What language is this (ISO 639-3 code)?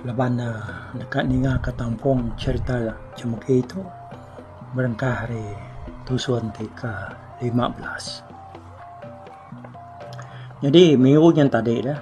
iba